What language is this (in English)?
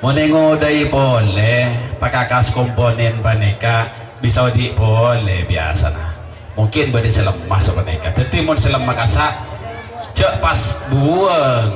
Madurese